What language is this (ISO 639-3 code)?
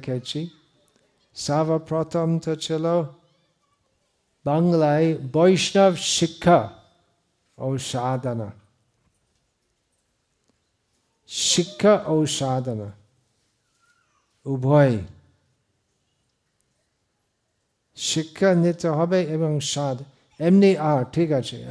ben